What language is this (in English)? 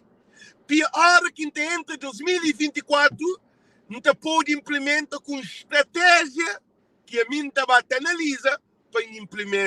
Kabuverdianu